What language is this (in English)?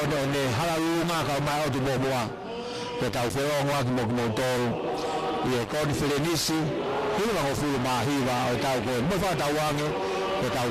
Tongan